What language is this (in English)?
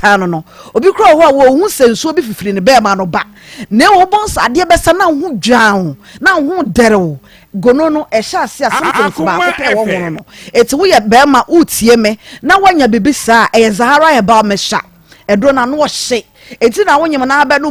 Akan